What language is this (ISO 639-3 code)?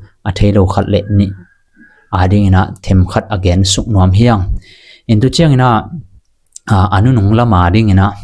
ctd